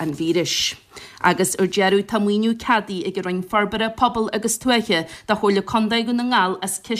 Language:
Irish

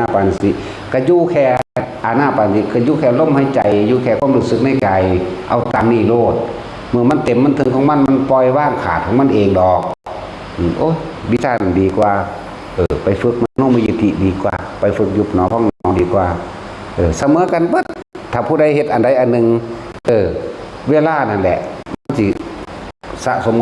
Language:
Lao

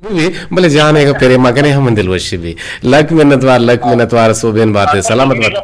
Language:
Eastern Balochi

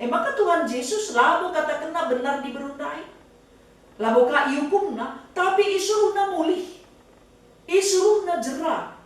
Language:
Batak Karo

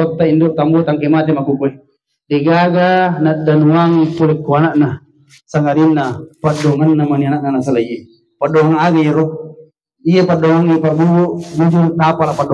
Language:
Buginese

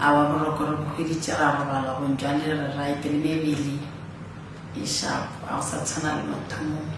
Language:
Northern Sotho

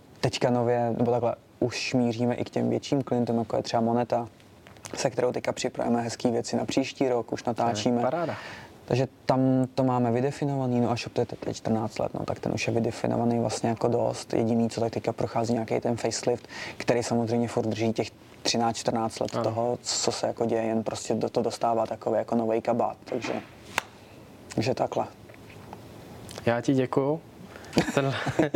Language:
Czech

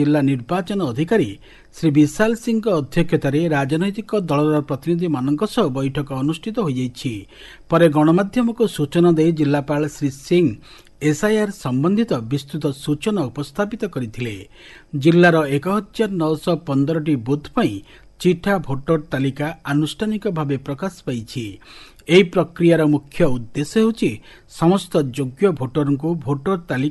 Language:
Odia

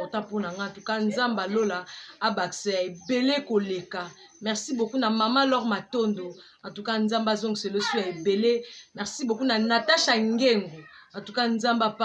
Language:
Lingala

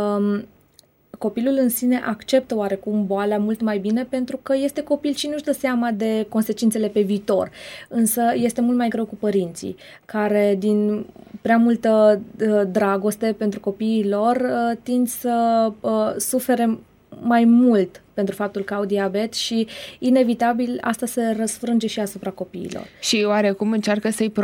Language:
Romanian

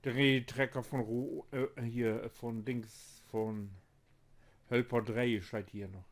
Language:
Low German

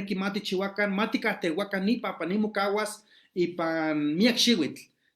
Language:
Eastern Huasteca Nahuatl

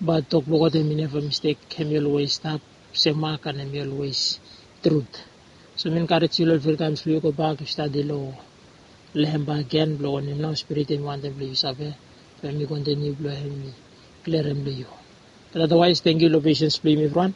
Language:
Bislama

